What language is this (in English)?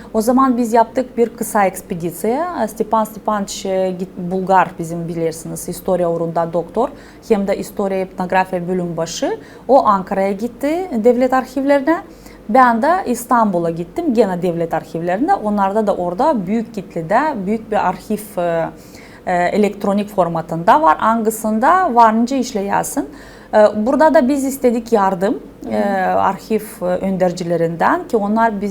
Gagauz